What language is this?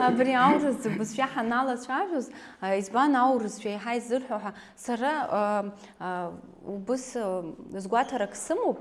Abkhazian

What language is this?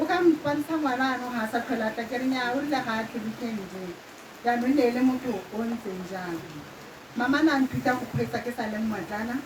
Tswana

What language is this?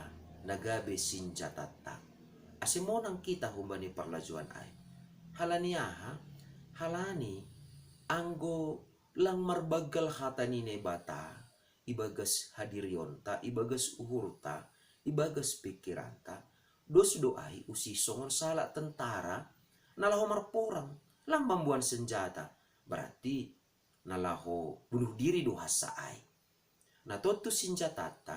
Batak Simalungun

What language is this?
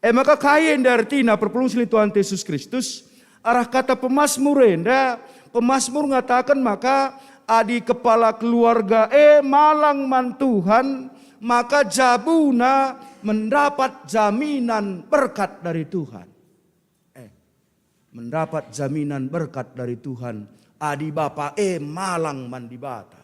Batak Karo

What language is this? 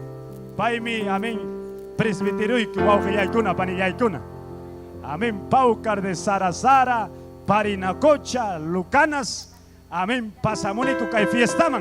Ayacucho Quechua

